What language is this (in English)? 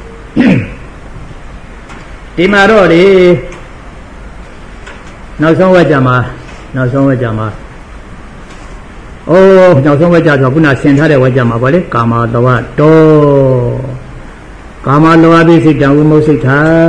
Burmese